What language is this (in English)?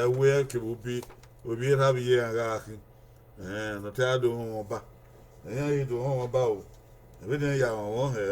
Bini